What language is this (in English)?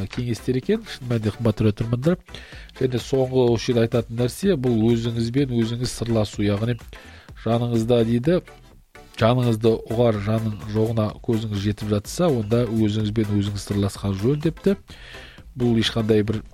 Kazakh